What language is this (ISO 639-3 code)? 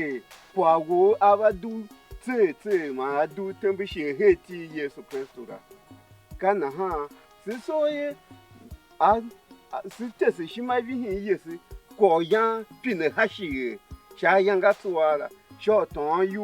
tiv